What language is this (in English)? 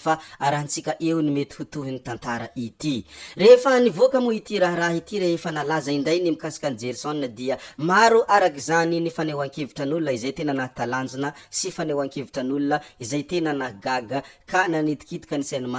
Malagasy